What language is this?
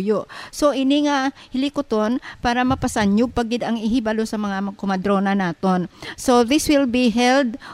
Hiligaynon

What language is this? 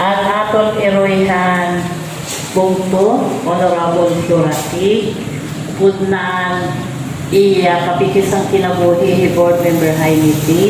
Waray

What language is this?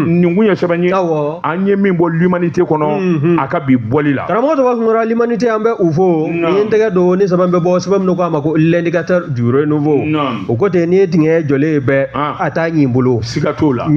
Bambara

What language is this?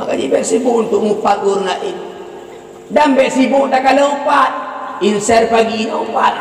Achinese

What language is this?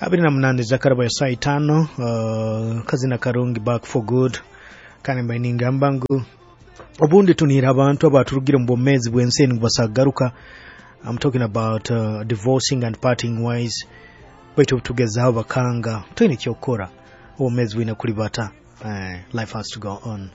Nyoro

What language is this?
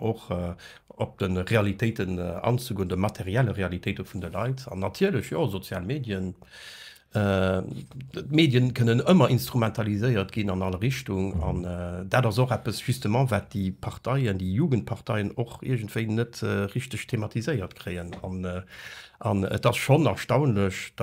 Luxembourgish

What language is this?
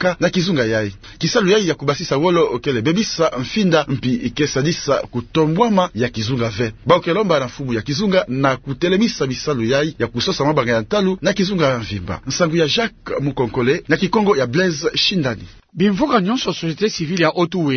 Kituba (Democratic Republic of Congo)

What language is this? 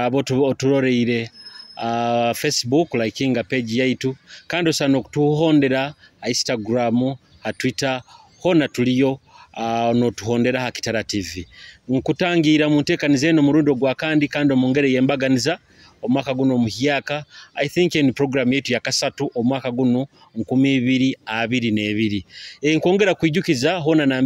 Nyoro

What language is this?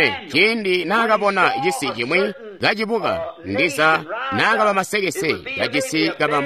Tonga (Zambia)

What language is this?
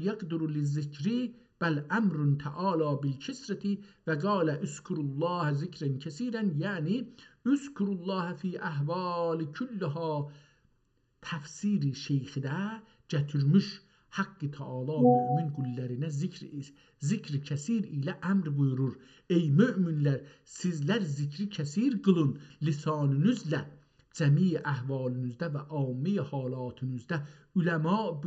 South Azerbaijani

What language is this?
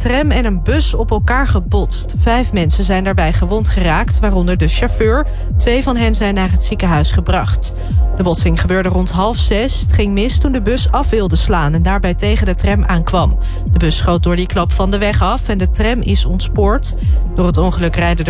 Dutch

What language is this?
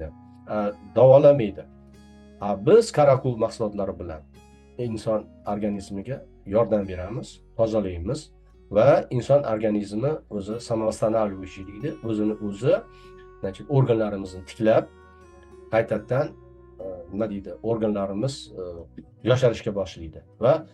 Uzbek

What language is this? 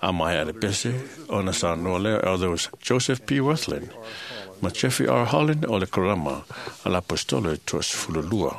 Samoan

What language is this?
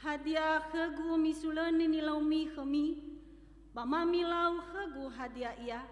Nias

